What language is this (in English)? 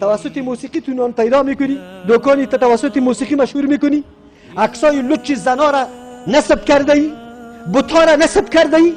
Persian